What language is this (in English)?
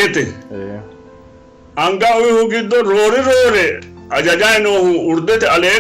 Sidamo